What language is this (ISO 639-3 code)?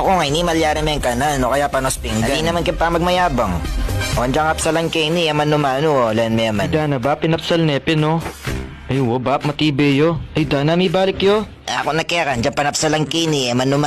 pam